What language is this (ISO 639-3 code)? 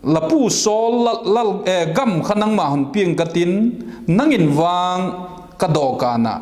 vap